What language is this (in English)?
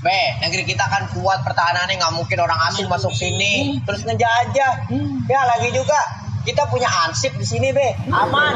Betawi